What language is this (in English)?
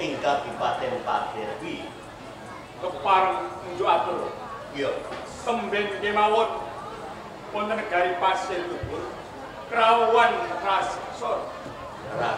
Javanese